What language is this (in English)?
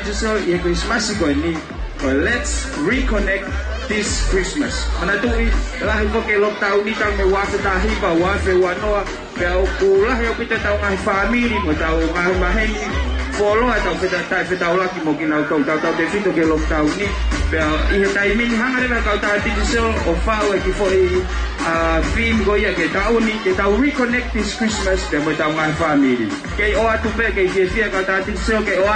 Tongan